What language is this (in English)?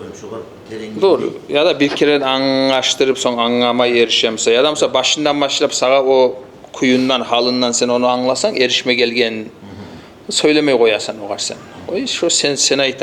Kumyk